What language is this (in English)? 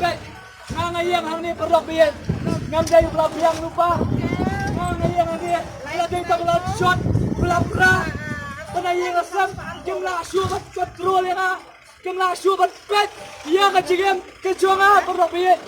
Khasi